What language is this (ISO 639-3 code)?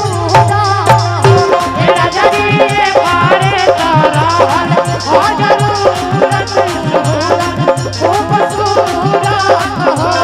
bho